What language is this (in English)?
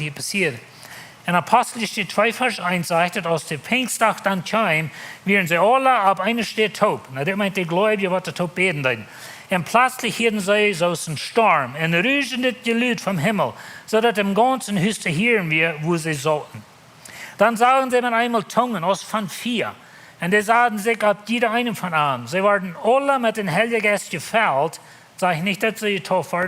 Plautdietsch